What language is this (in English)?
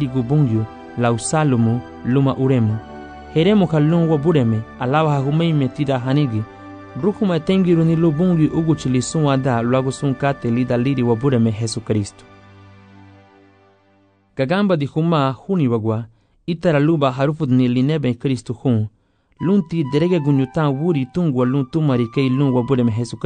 Garifuna